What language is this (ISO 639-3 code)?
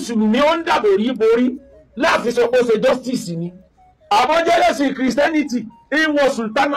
yor